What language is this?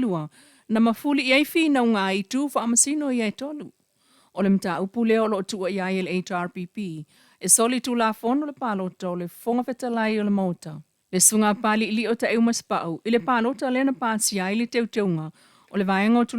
Samoan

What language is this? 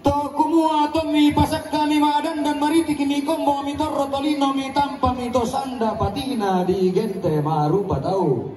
Toraja-Sa'dan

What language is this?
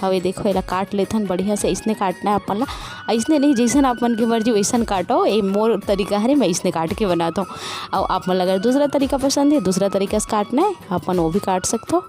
Chhattisgarhi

